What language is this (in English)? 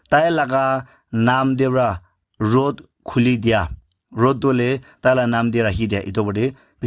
Naga Pidgin